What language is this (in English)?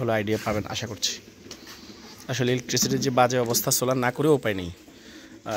Bangla